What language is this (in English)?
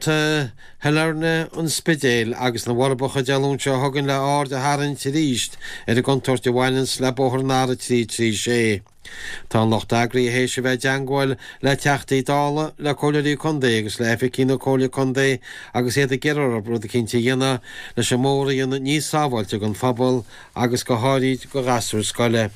Irish